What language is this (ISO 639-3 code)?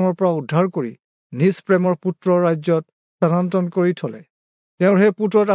asm